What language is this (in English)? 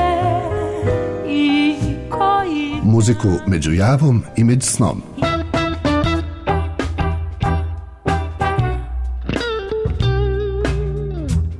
Serbian